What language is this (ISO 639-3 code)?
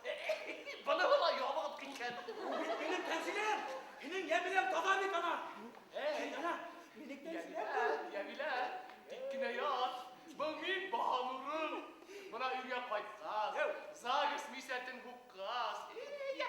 bak